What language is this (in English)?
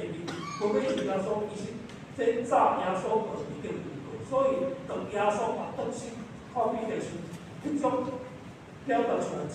Min Nan Chinese